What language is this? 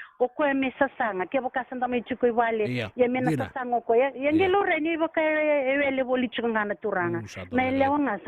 Fijian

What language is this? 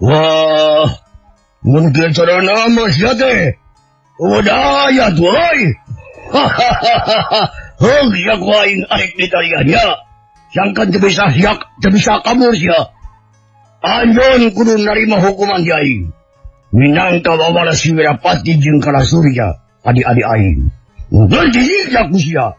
Sundanese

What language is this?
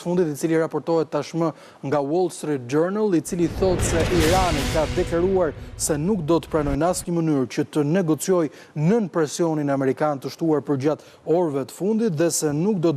Albanian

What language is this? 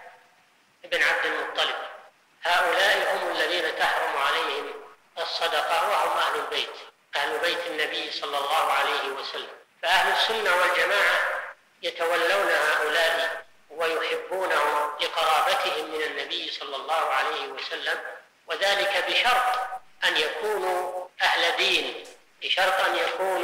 Arabic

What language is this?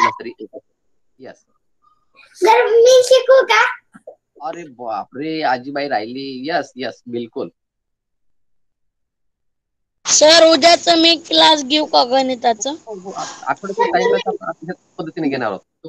Marathi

